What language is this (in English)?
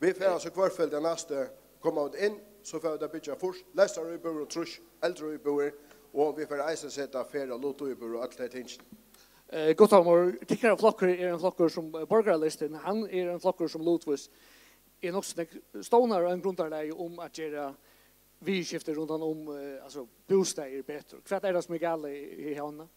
Faroese